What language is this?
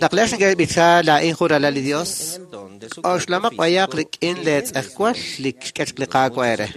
Kekchí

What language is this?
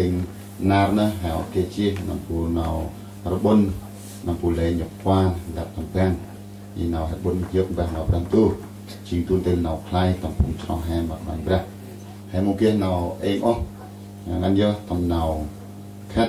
Central Mnong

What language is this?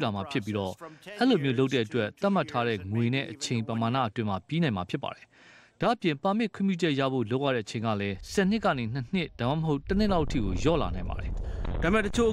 Burmese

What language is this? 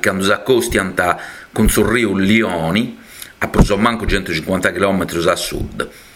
Sardinian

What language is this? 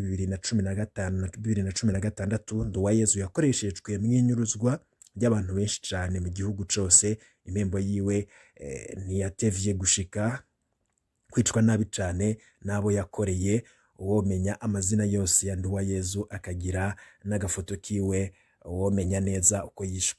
Rundi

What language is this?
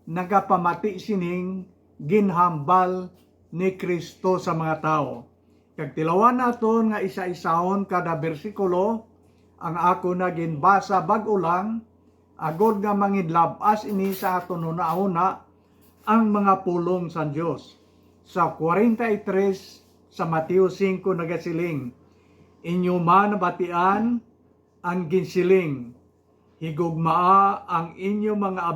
Hiligaynon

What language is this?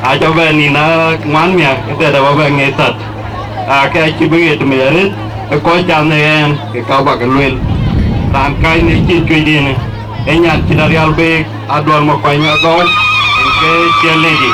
Dinka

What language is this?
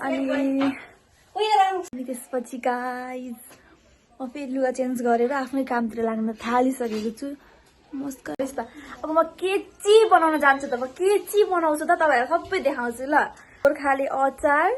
Nepali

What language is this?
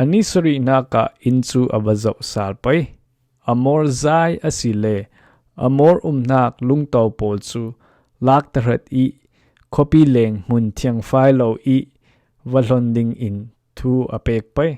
Falam Chin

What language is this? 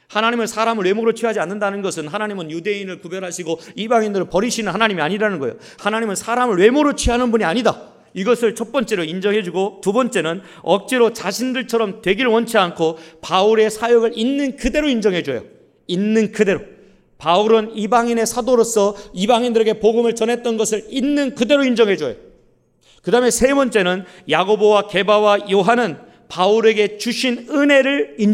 Korean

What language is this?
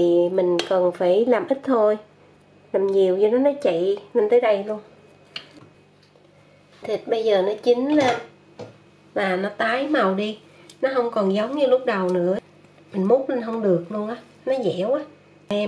Vietnamese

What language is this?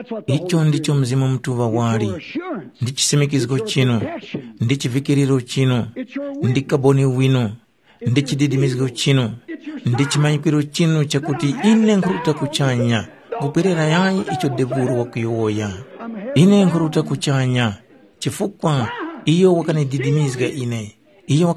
Tumbuka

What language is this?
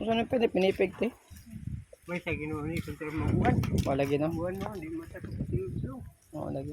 Cebuano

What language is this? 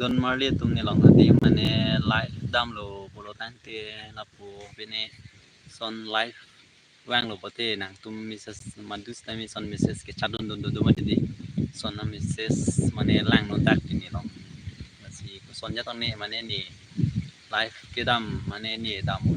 Karbi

